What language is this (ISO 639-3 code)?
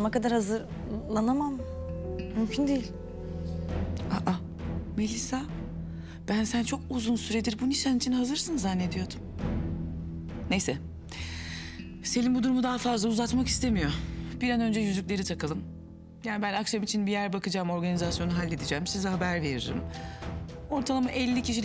tur